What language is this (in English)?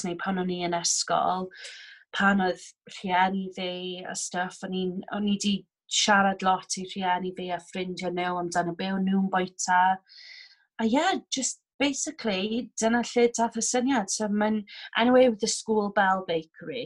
Welsh